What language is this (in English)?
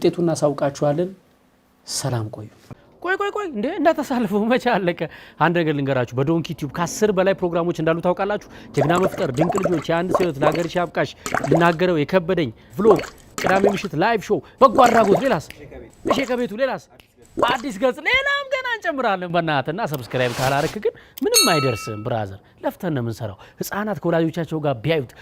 Amharic